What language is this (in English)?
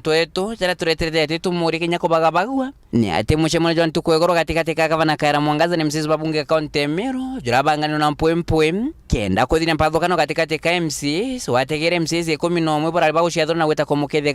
Meru